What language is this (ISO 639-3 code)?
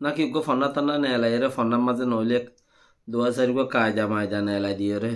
rhg